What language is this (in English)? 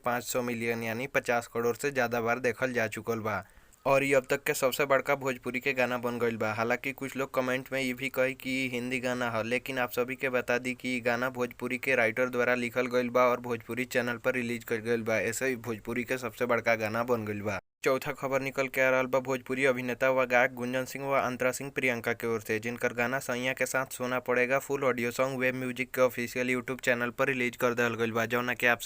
Bhojpuri